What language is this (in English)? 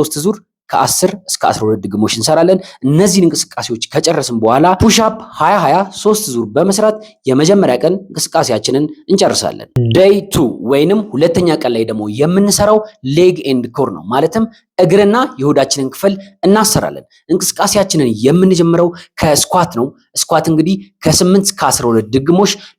Amharic